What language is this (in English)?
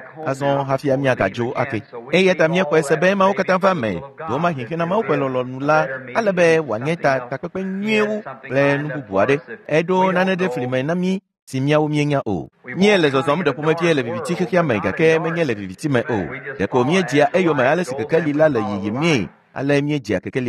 Ewe